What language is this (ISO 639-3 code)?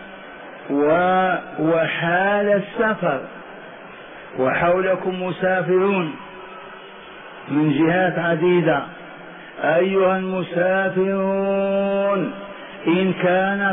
ara